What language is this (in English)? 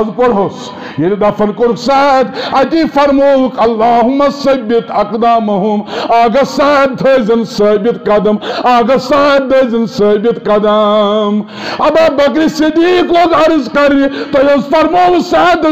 Kashmiri